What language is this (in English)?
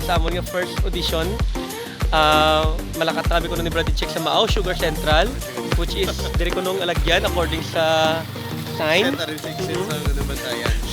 Hiligaynon